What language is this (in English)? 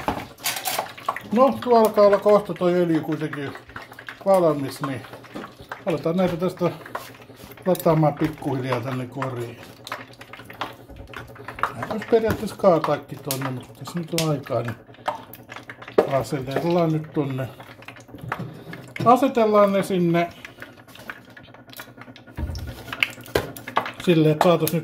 Finnish